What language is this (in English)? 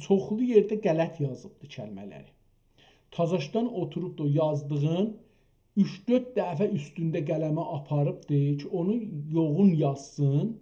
South Azerbaijani